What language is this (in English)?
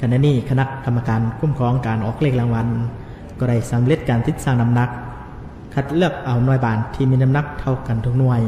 Lao